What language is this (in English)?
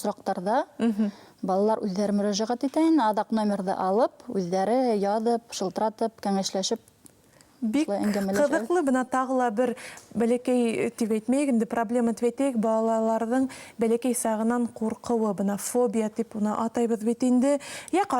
Bashkir